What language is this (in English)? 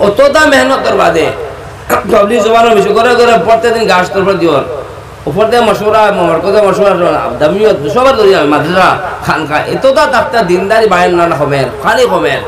Sylheti